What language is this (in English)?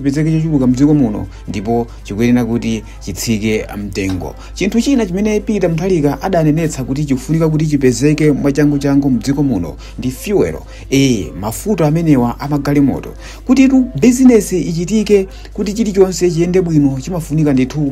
Nyanja